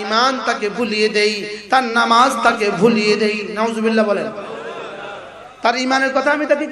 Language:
Bangla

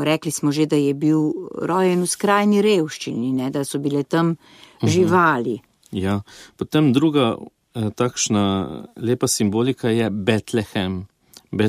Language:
Slovenian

